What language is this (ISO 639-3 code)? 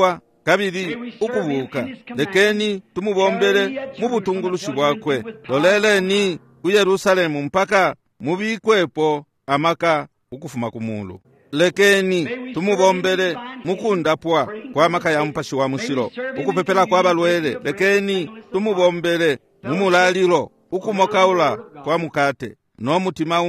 bem